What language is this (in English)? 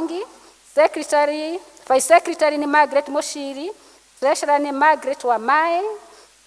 Kikuyu